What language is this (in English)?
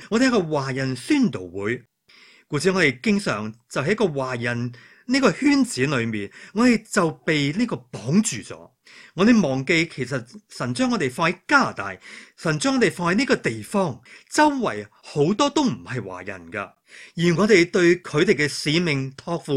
Cantonese